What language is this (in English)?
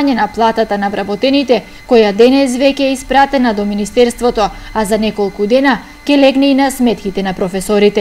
Macedonian